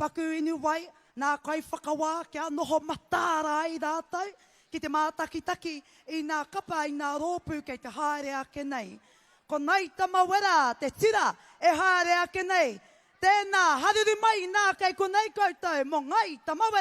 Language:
Māori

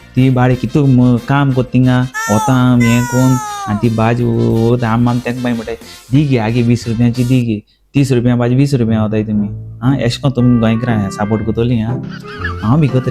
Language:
Konkani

